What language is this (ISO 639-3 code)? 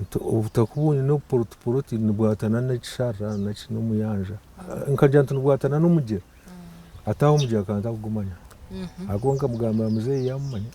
nyn